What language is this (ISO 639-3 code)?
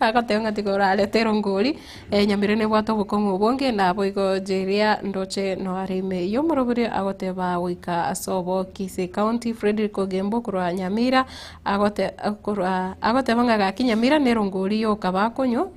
guz